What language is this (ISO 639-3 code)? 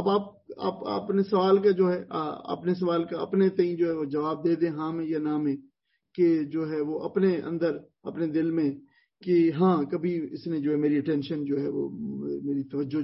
urd